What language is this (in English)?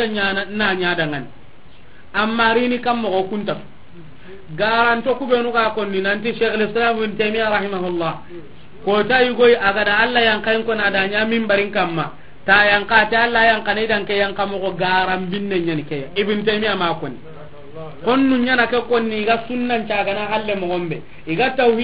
Soninke